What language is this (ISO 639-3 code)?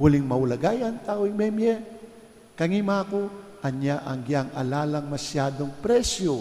pam